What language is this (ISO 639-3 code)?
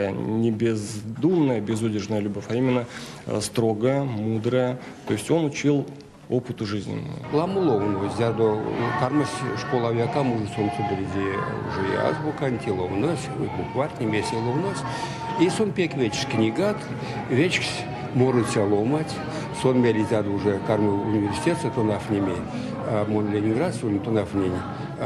myv